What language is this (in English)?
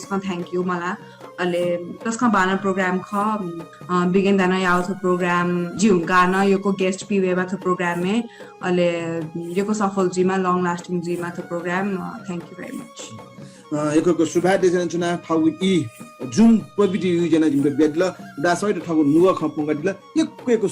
Newari